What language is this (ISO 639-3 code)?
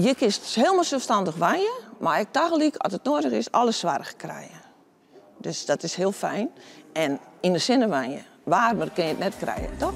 fry